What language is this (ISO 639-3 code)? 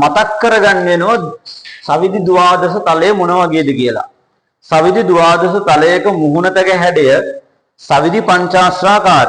sin